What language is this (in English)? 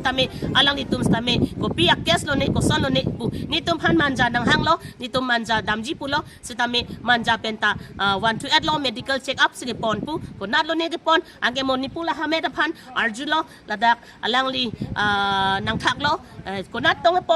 Karbi